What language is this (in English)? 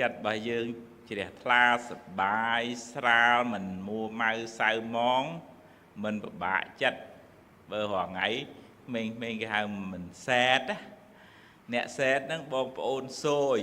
Khmer